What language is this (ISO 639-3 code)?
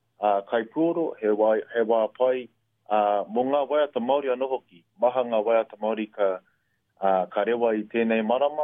mri